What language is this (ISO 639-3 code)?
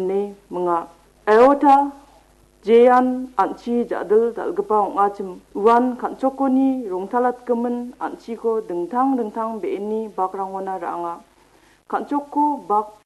grt